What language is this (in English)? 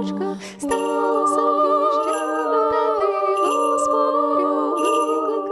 Ukrainian